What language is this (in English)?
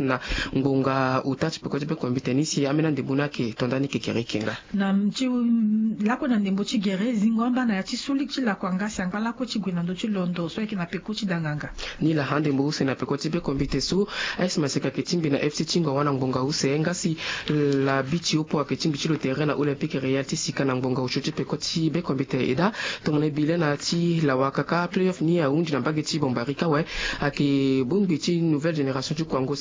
Sango